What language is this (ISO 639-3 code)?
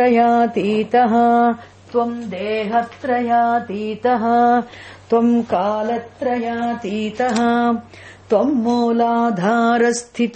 san